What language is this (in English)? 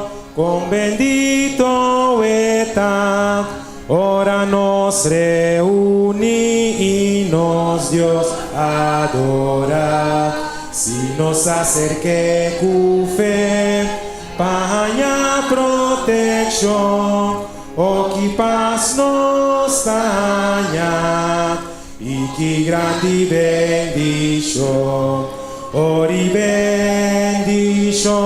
Papiamento